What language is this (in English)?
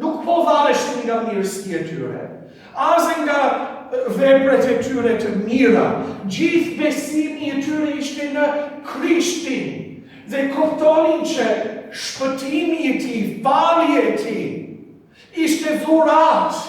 Albanian